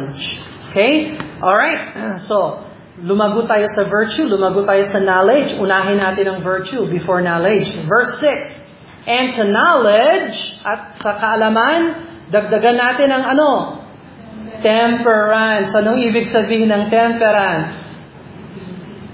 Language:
Filipino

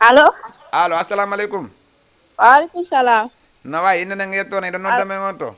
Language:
Fula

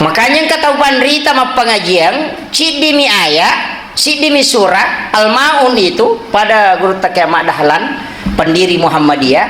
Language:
Buginese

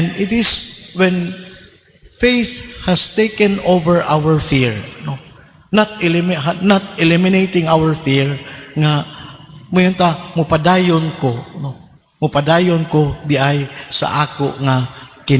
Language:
Cebuano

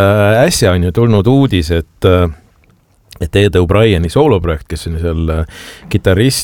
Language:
Estonian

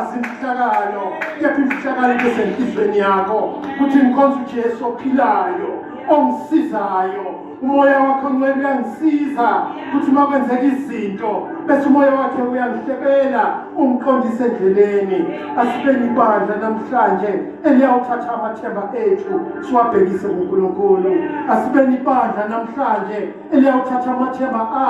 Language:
Zulu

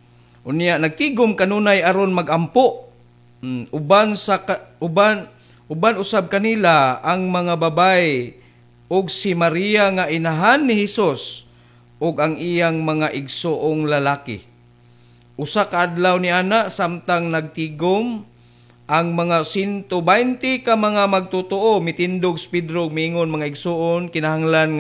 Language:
Cebuano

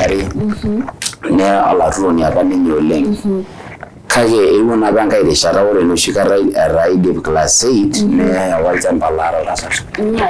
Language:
Masai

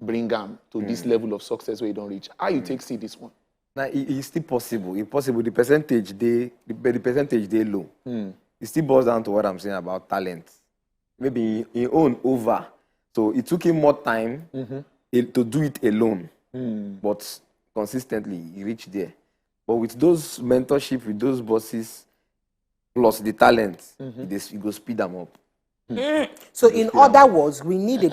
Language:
Nigerian Pidgin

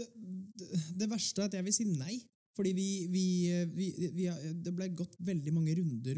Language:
Norwegian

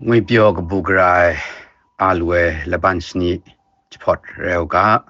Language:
Kachin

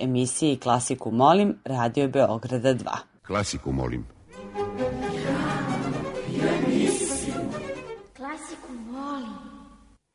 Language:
Serbian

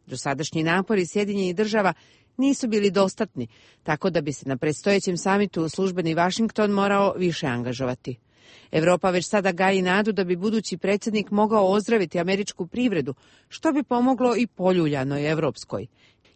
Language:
Croatian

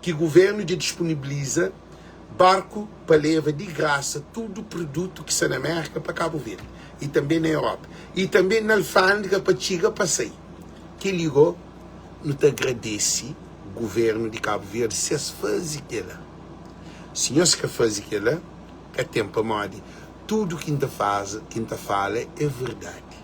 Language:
Kabuverdianu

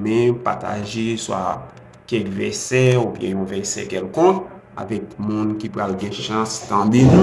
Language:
Haitian Creole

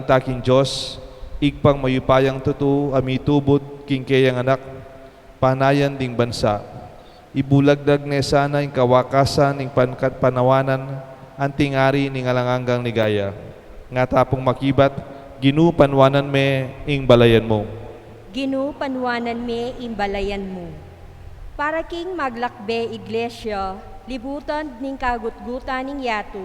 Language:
Pampanga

